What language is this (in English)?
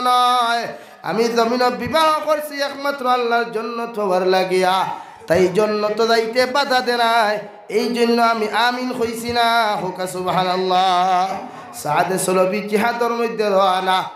Sylheti